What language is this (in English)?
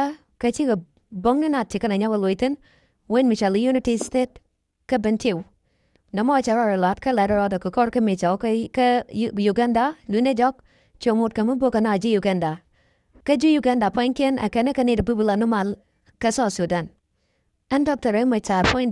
Nuer